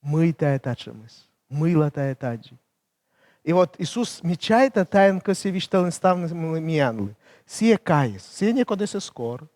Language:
Komi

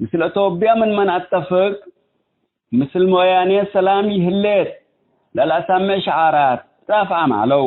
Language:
Tigre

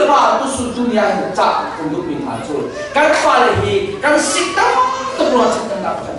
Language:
Hakha Chin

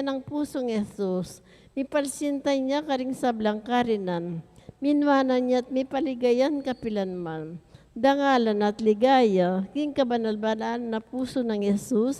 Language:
Pampanga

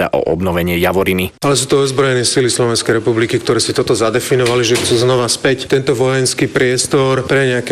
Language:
Slovak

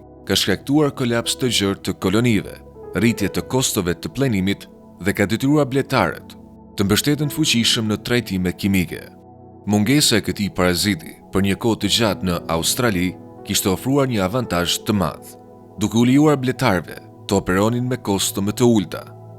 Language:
Albanian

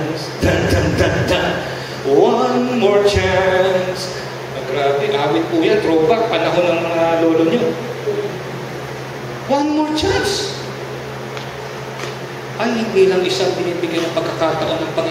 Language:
Filipino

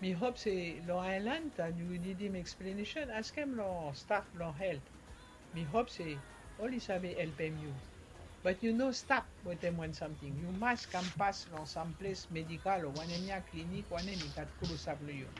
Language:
Bislama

